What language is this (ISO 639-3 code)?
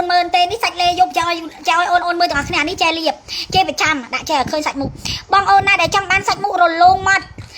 khm